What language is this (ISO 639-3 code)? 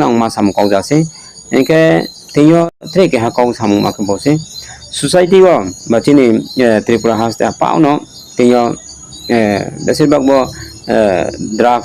ria